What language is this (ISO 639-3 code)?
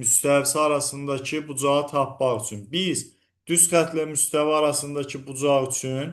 aze